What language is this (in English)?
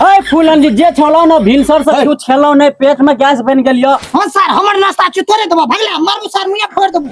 Maithili